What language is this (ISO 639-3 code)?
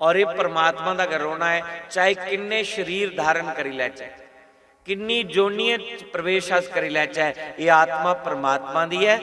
doi